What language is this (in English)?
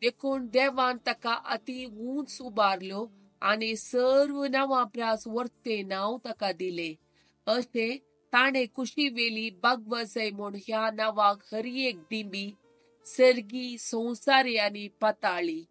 Konkani